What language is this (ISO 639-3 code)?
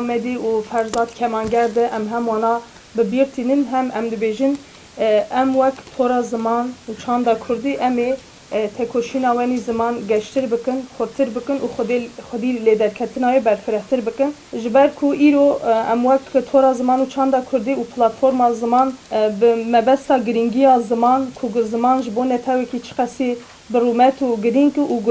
kur